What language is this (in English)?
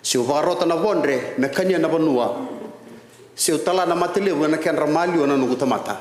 Fijian